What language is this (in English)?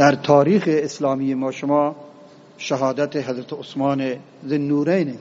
Eastern Balochi